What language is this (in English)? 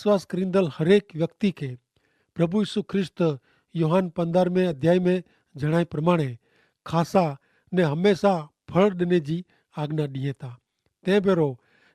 Kachhi